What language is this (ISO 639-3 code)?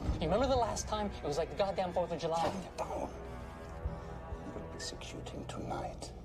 eng